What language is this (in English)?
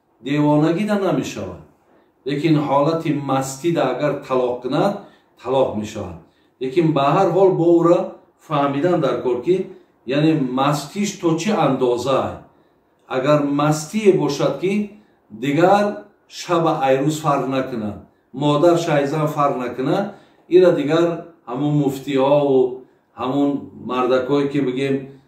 Tajik